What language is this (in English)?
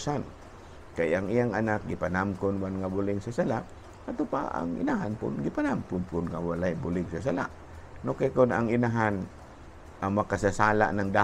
Cebuano